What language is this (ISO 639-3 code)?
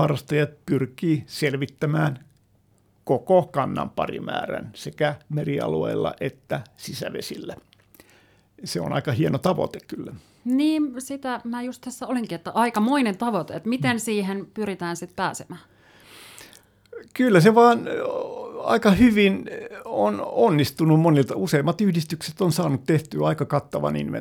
fin